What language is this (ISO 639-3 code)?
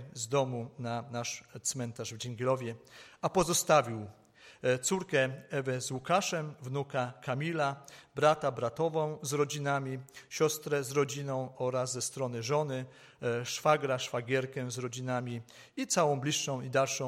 pol